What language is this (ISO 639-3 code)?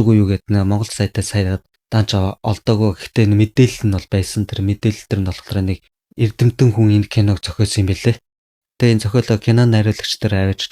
mon